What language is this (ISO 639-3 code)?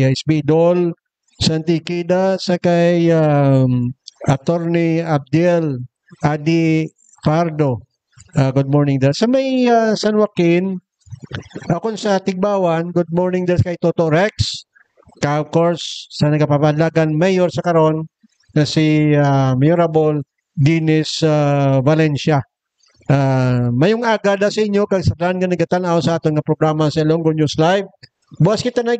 hil